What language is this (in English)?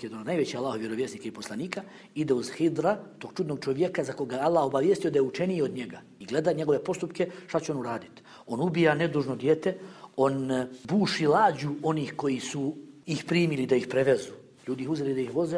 Bosnian